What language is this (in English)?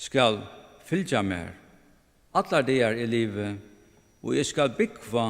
Faroese